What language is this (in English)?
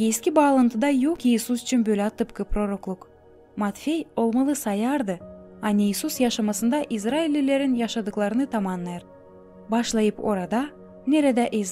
Gagauz